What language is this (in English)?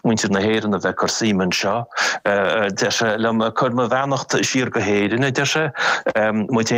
Irish